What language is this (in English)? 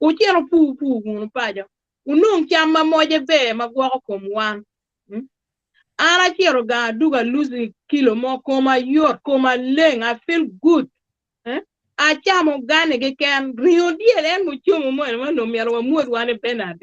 Acoli